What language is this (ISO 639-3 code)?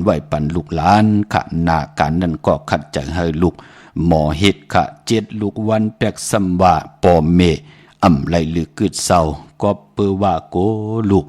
shn